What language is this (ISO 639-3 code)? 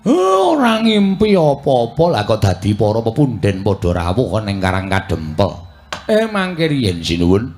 jav